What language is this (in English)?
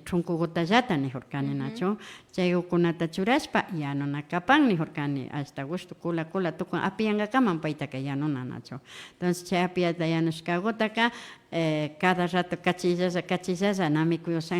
Imbabura Highland Quichua